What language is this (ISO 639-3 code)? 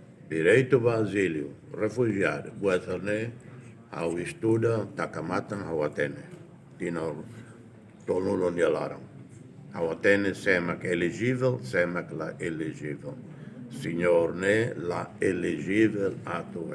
tet